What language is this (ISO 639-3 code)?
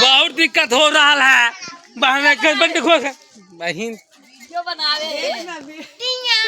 mai